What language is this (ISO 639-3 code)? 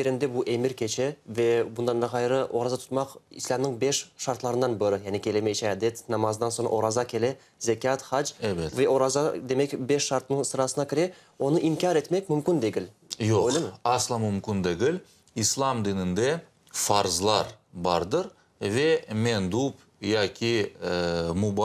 crh